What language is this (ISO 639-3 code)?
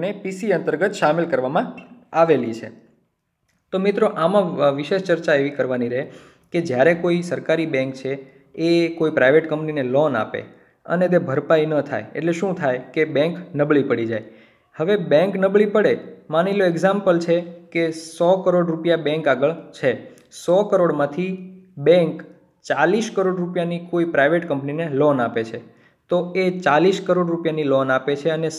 guj